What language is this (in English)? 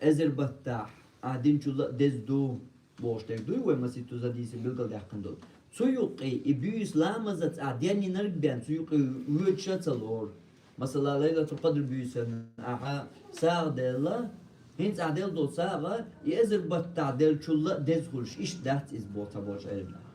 Chechen